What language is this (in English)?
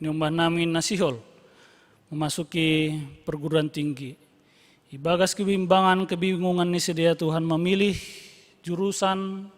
Batak Simalungun